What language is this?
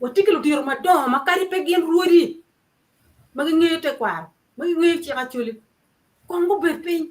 Acoli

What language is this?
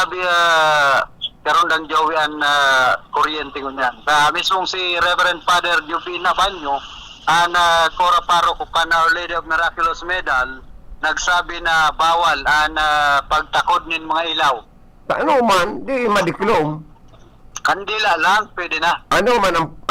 Bikol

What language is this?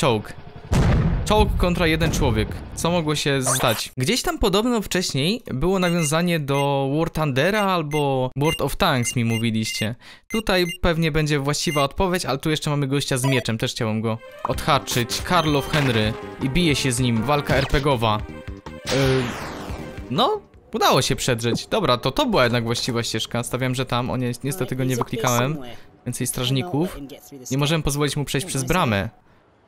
Polish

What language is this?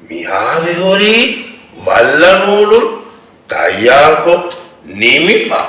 Divehi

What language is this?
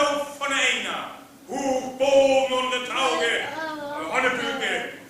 Northern Frisian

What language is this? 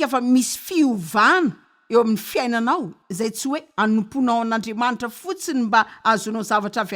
Malagasy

